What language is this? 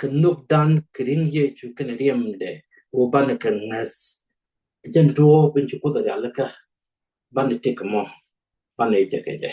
Nuer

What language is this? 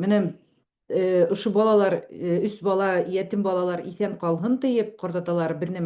Bashkir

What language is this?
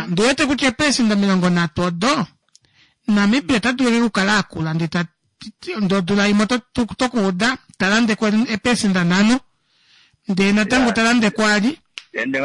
Kuanyama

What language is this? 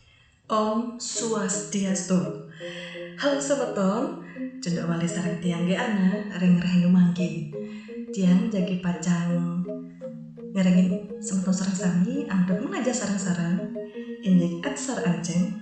Balinese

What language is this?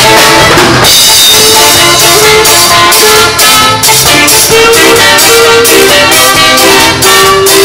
Konkani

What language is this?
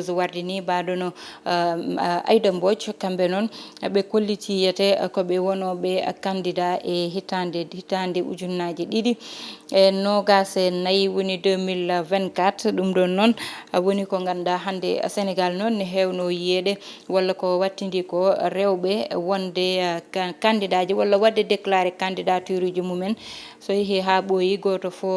Fula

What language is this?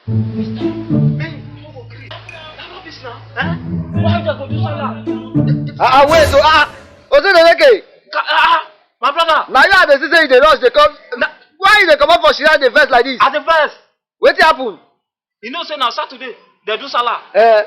Nigerian Pidgin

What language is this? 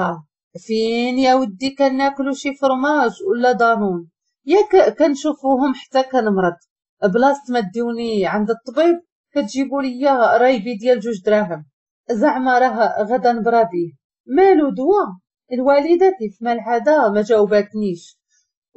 Moroccan Arabic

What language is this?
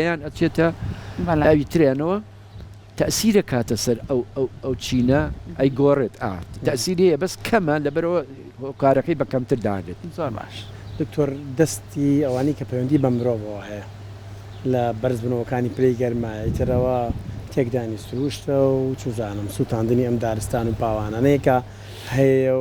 Central Kurdish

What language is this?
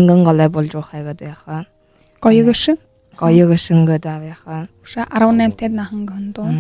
Buriat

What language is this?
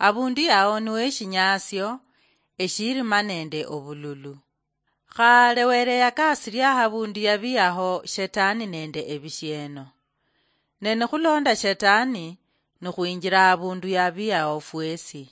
Luyia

